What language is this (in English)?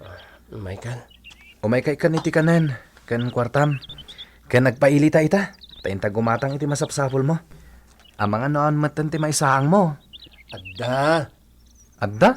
Iloko